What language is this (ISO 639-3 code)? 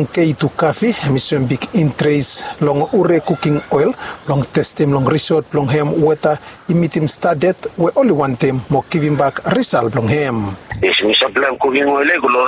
bis